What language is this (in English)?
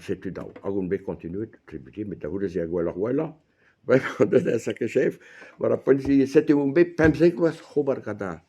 Breton